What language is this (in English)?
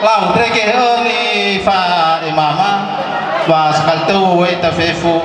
Nias